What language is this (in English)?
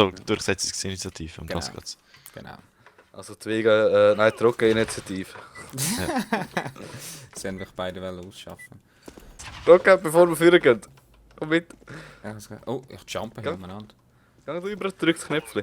Swiss German